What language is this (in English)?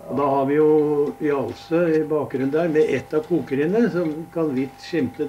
Norwegian